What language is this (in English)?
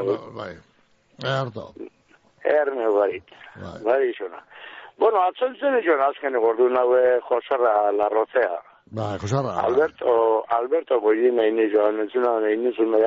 Basque